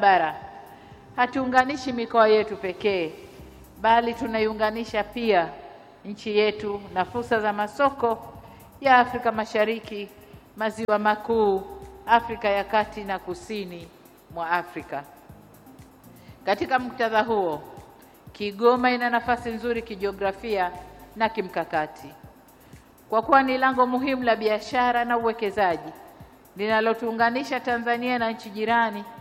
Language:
Swahili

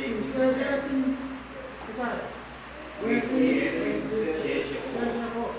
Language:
Pohnpeian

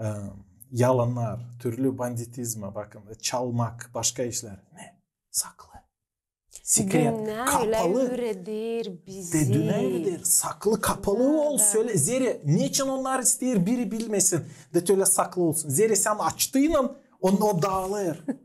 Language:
Gagauz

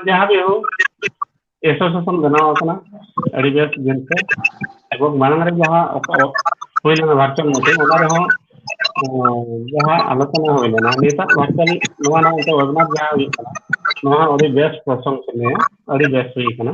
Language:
Santali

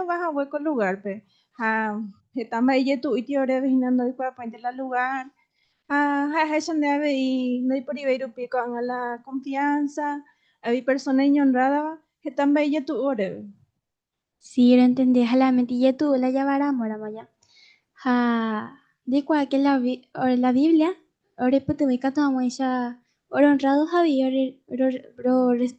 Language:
Guarani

